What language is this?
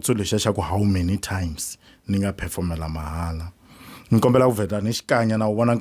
Tsonga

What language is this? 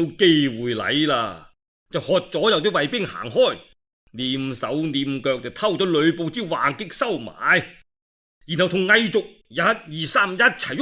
Cantonese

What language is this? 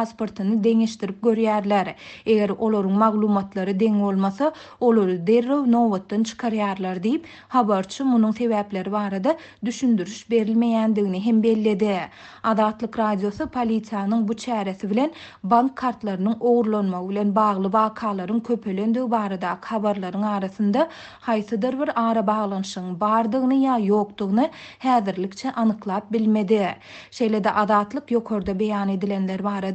Turkmen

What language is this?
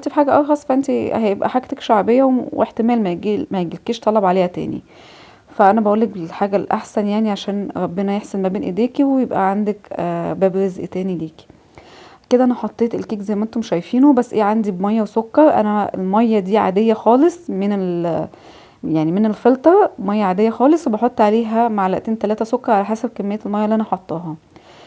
Egyptian Arabic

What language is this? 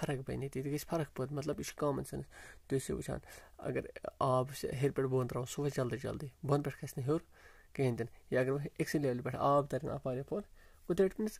Kashmiri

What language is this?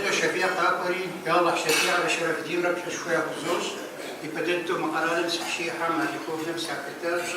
Kabardian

